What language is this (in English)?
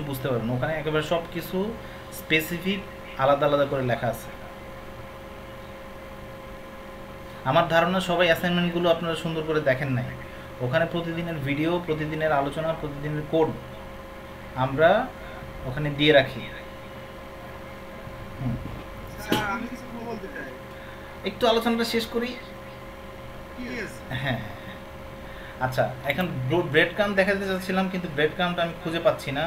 Bangla